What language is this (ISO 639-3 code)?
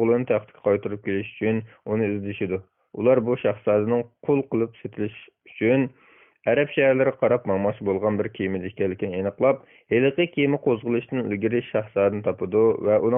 uig